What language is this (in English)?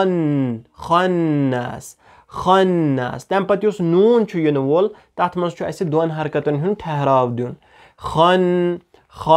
Kashmiri